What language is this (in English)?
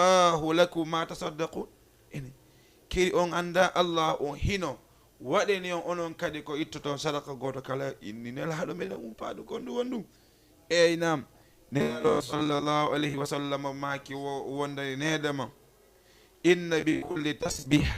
Fula